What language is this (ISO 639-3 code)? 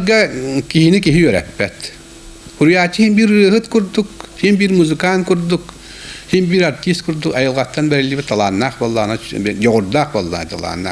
sah